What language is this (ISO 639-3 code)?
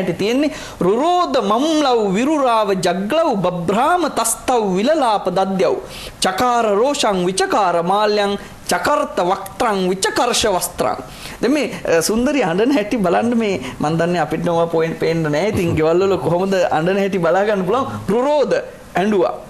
sin